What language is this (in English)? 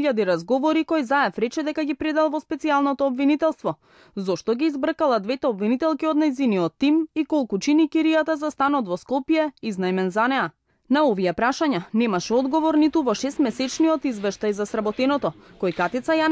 Macedonian